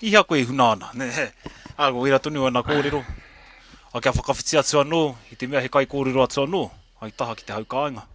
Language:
Māori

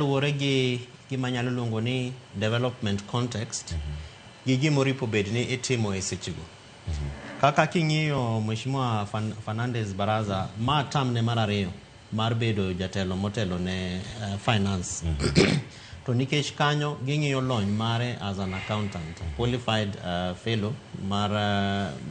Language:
Luo (Kenya and Tanzania)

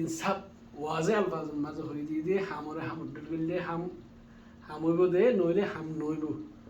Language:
Rohingya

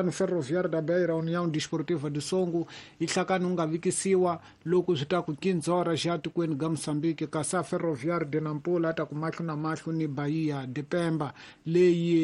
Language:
Tsonga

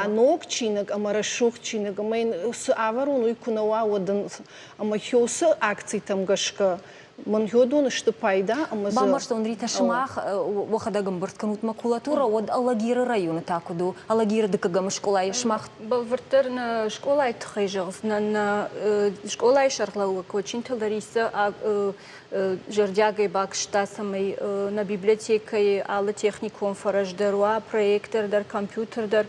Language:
Ossetic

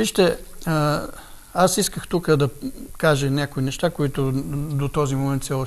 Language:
Bulgarian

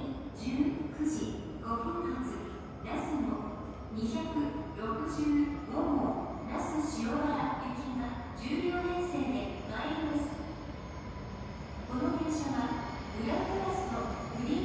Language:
Japanese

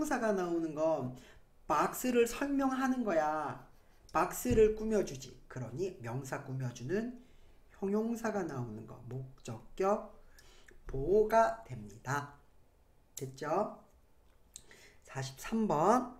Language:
Korean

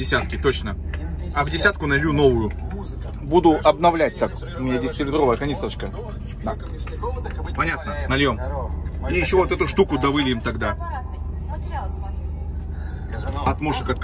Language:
Russian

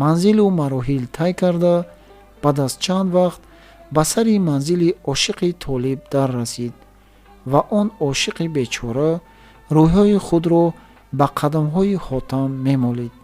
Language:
Tajik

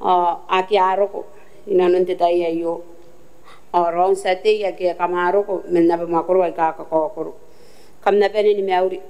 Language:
Gilbertese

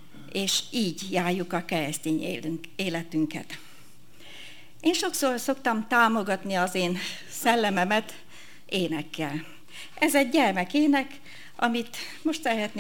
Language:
Hungarian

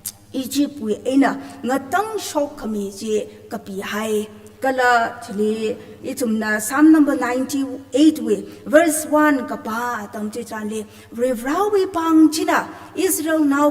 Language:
Tangkhul Naga (India)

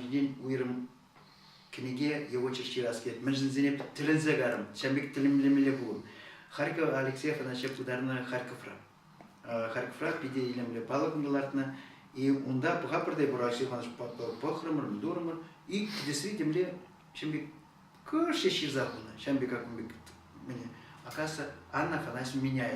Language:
Chuvash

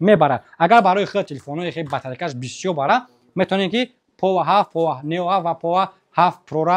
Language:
Tajik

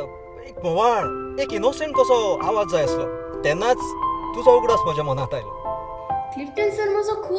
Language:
Konkani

